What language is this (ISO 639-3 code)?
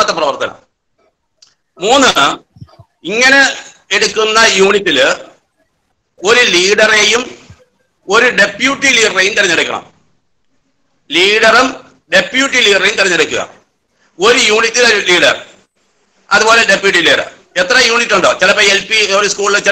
mal